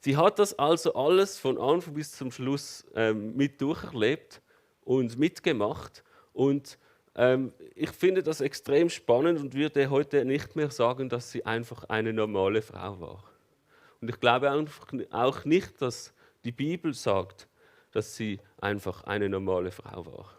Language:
Swiss German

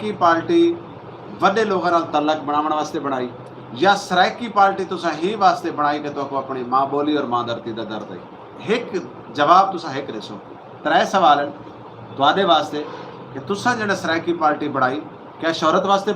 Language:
Saraiki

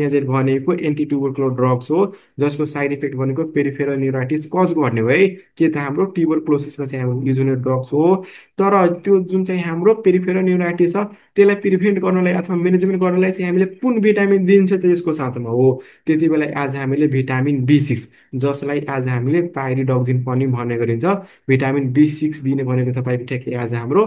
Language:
Nepali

